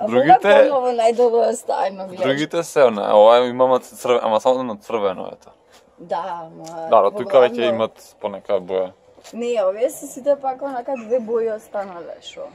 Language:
Macedonian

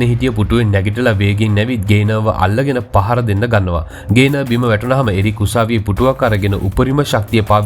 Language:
Sinhala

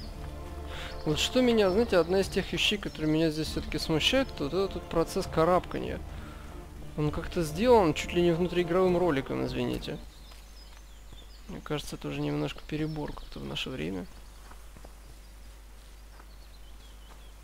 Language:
Russian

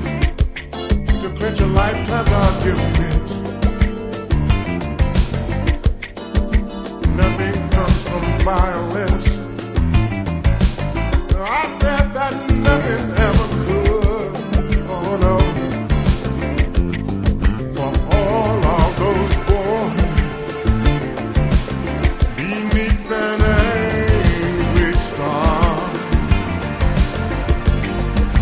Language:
English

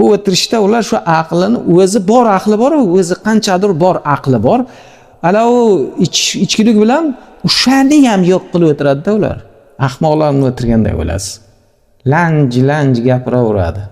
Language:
Uzbek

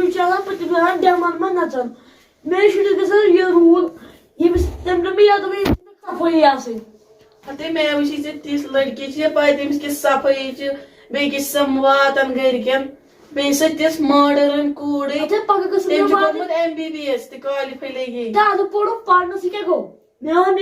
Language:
Kashmiri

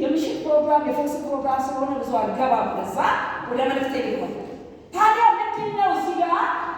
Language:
Amharic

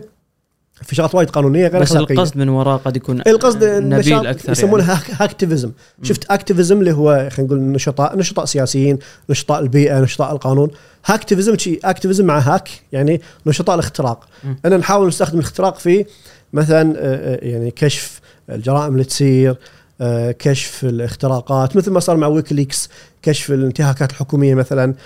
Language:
Gulf Arabic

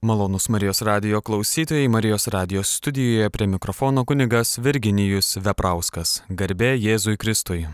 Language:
Lithuanian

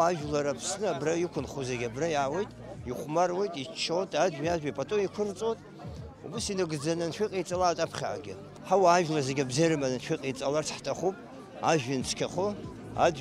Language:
Abkhazian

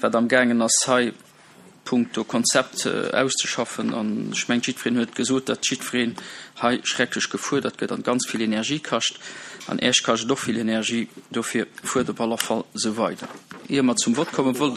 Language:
Luxembourgish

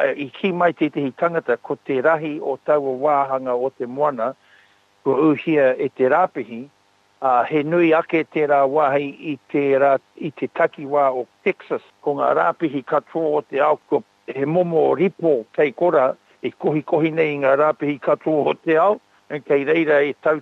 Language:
Māori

